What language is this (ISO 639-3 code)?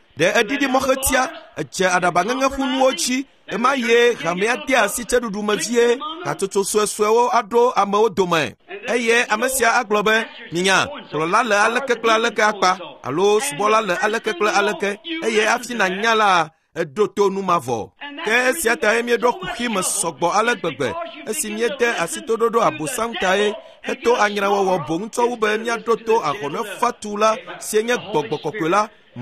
ewe